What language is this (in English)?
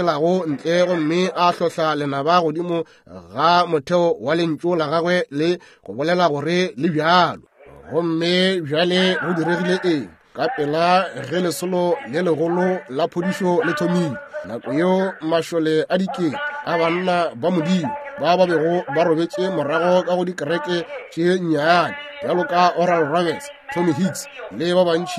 Northern Sotho